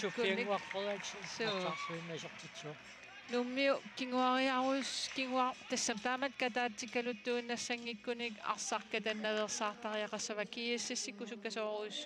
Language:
Kalaallisut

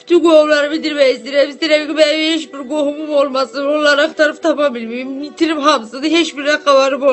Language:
Azerbaijani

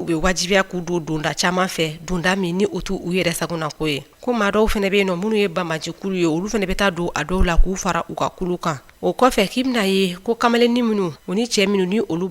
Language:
Bambara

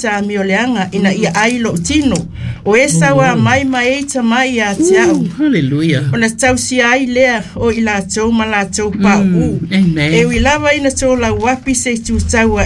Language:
Samoan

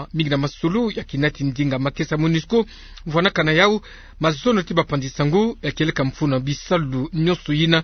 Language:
Kituba (Democratic Republic of Congo)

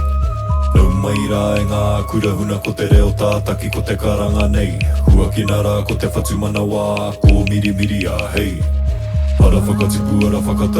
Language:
Māori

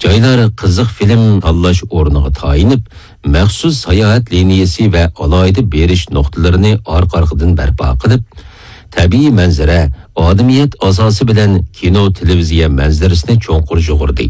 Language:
Uyghur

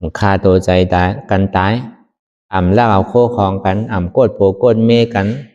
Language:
Shan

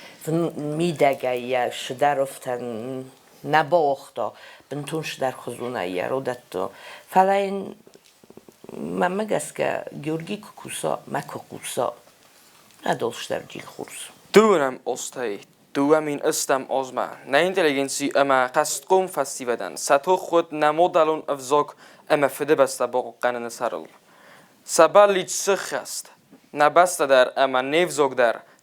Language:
Ossetic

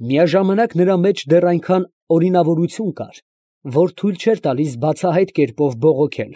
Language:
Armenian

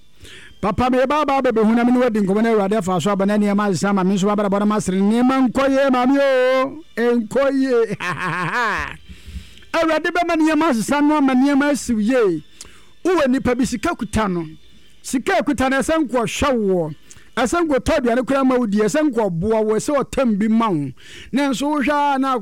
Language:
Akan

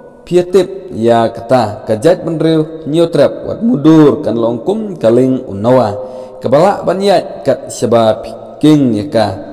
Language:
Khasi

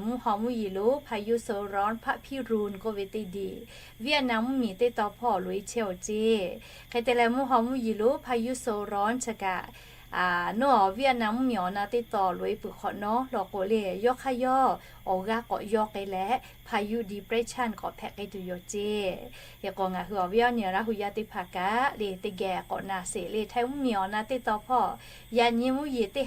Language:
Lahu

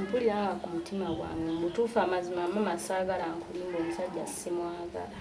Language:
Ganda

